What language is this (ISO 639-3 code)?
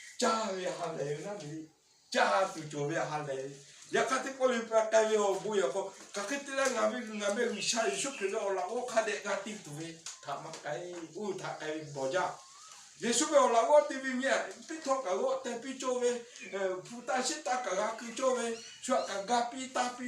lhu